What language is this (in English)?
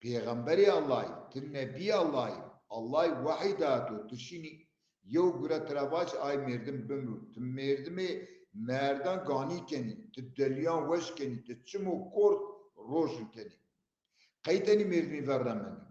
Zaza